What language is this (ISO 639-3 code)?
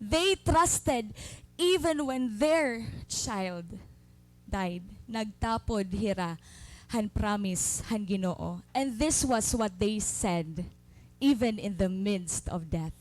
war